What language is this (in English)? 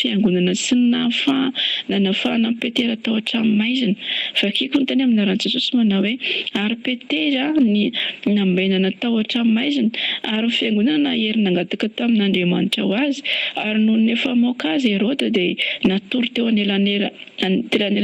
Malagasy